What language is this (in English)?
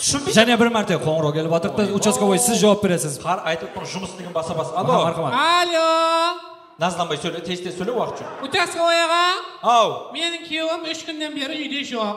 Kara-Kalpak